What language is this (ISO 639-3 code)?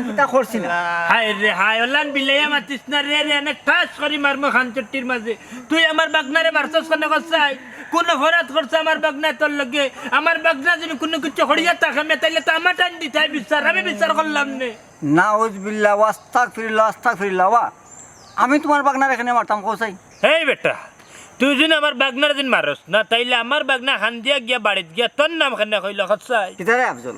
syl